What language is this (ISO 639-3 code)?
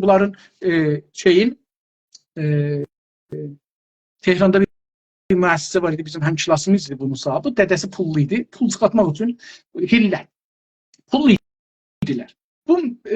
azb